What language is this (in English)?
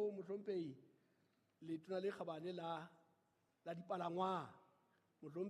Southern Sotho